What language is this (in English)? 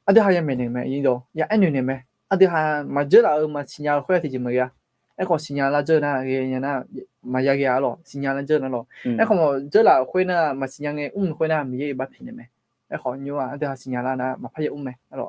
Akha